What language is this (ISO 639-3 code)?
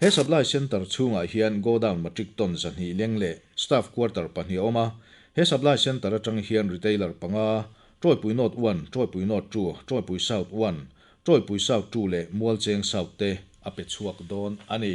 lus